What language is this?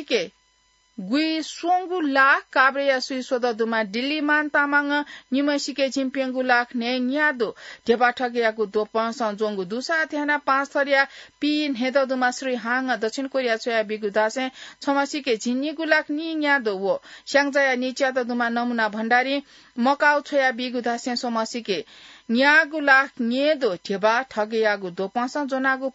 Newari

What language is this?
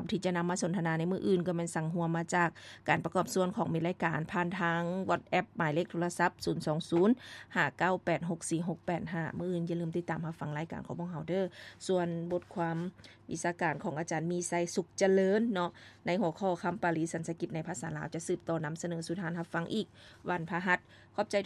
Lao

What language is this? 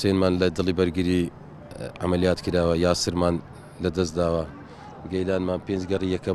Central Kurdish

